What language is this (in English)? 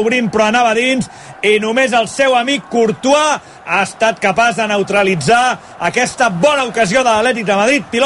Catalan